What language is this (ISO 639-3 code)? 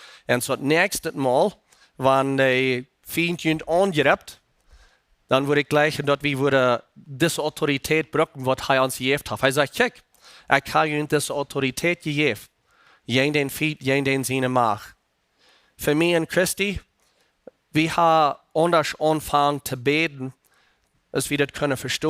pdt